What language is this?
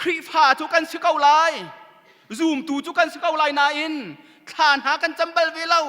Hakha Chin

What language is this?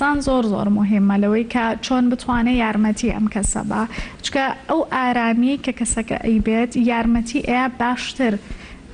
Central Kurdish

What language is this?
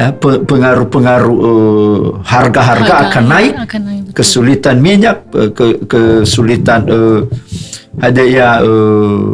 Nias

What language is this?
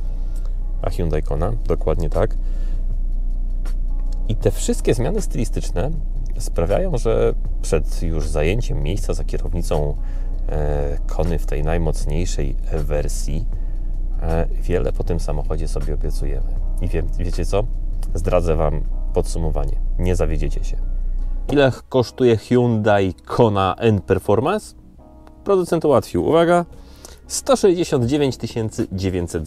Polish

